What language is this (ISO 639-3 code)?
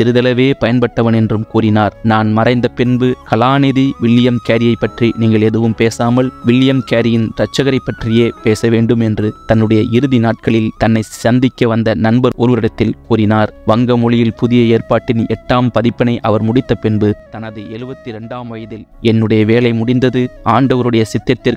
tam